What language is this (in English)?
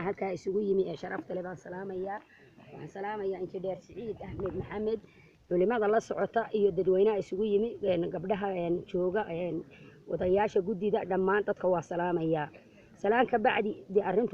Somali